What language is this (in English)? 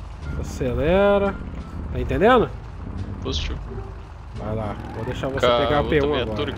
Portuguese